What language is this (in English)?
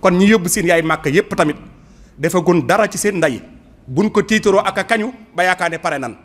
Wolof